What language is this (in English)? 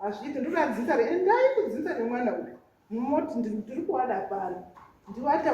Shona